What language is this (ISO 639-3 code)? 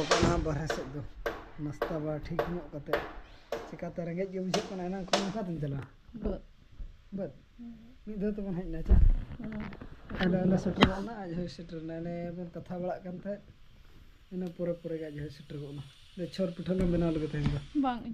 sat